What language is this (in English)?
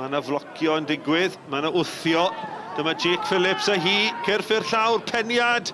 Welsh